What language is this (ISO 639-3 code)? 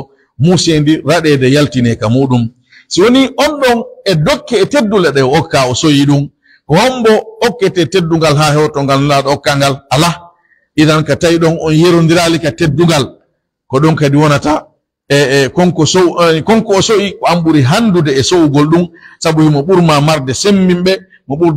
fuf